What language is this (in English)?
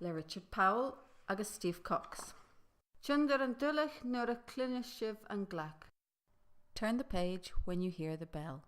Scottish Gaelic